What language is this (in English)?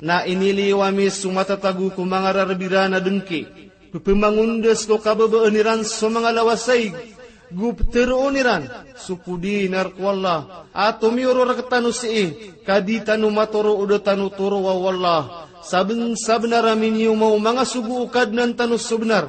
Maranao